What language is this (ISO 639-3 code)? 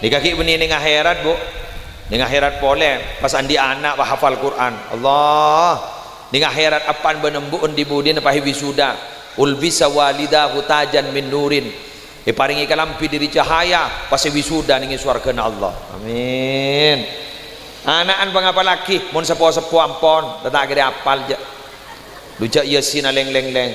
mad